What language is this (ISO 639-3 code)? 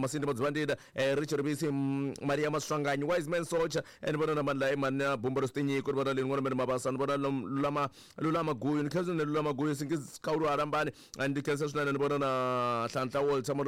tso